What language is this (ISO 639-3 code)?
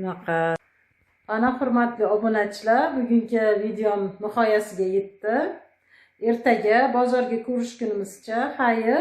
uzb